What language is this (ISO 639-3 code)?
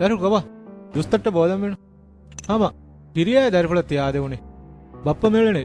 div